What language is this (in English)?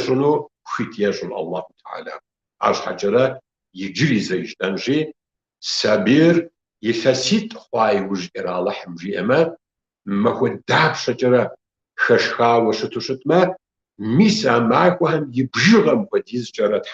Kabardian